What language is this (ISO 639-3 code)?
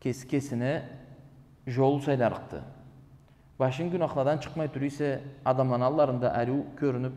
krc